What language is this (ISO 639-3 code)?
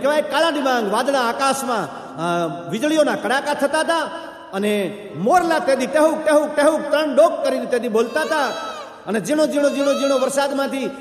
guj